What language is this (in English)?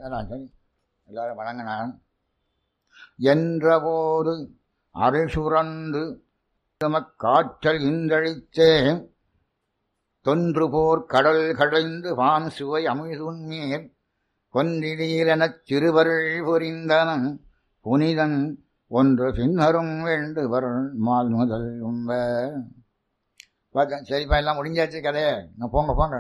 Tamil